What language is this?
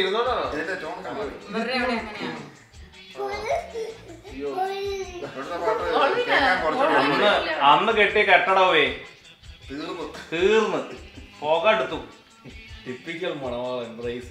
Malayalam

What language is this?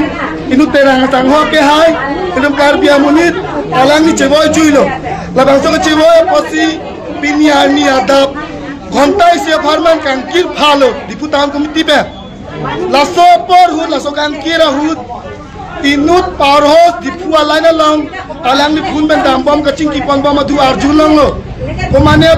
Karbi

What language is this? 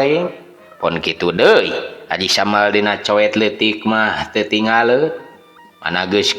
Sundanese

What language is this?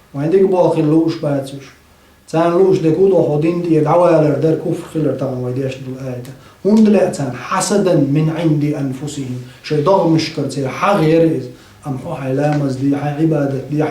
Chechen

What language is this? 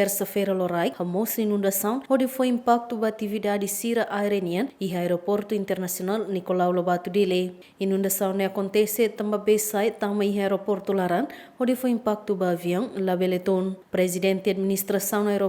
Tetum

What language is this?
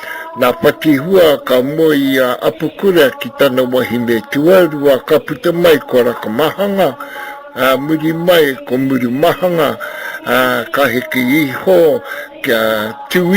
Māori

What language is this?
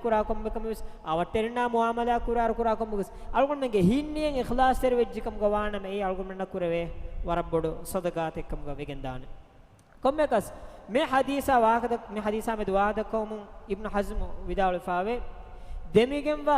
Divehi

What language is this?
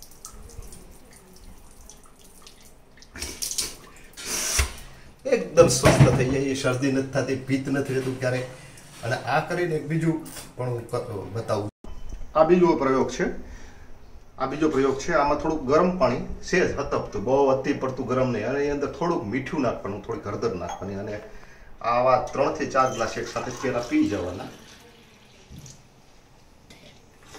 Gujarati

